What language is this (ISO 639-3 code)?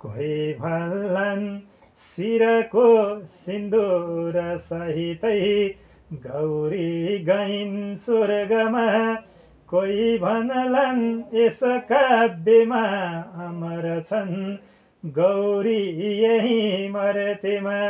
nep